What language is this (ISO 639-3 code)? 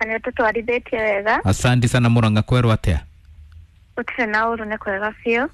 kik